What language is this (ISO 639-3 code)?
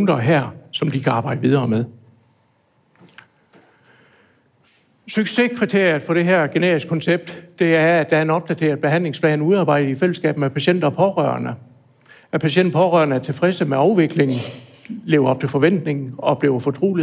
dan